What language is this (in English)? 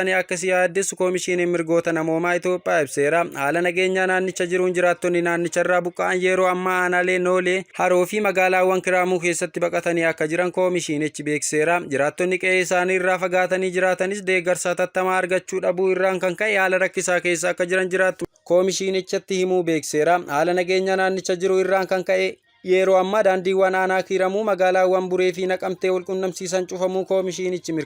Oromo